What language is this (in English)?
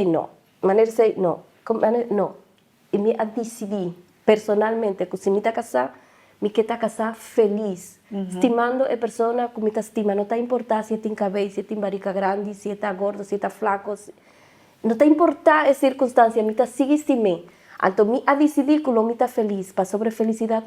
Papiamento